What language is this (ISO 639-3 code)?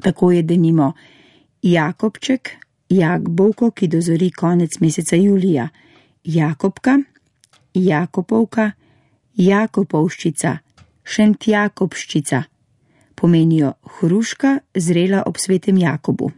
slv